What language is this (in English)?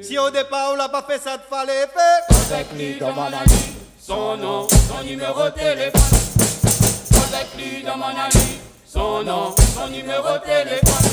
Réunion Creole French